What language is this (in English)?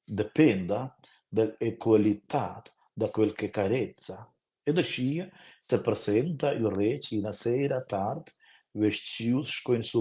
Romansh